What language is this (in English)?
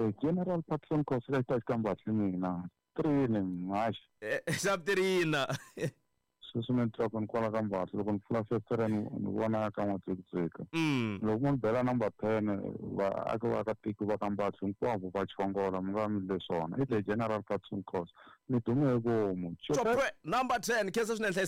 Tsonga